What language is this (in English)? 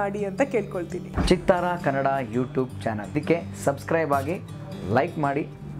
Kannada